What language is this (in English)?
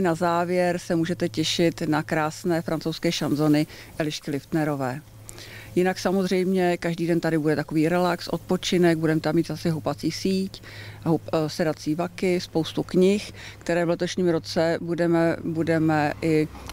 Czech